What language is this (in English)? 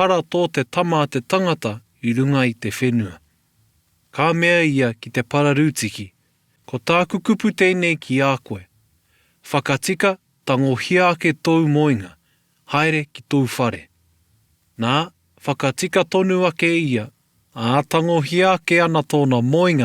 Māori